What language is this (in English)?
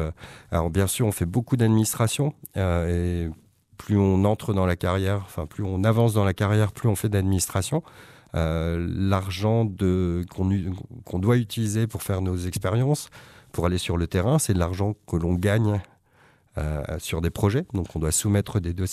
French